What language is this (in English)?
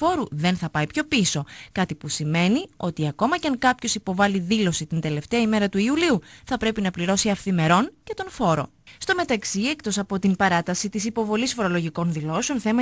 Greek